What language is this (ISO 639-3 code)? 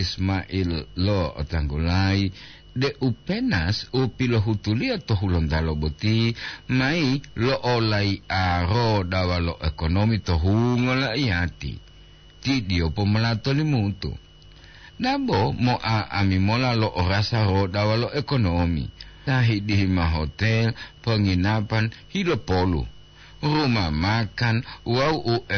gor